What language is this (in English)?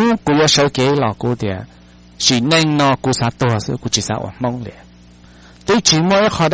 Hmong